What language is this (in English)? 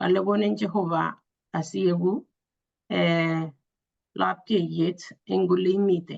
Kalenjin